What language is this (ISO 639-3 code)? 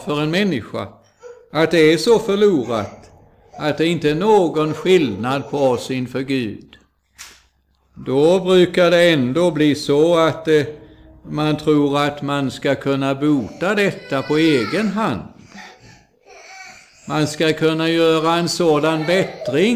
swe